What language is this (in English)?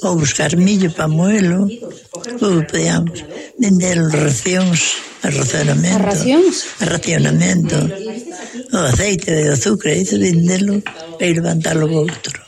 Galician